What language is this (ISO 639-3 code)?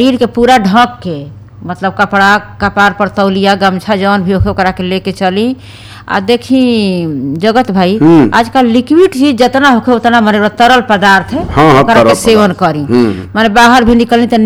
bho